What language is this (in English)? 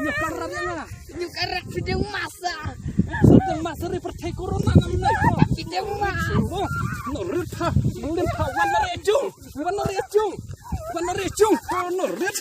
Khasi